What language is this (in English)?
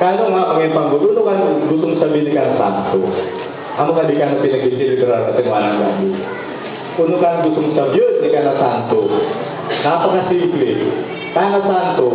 Bikol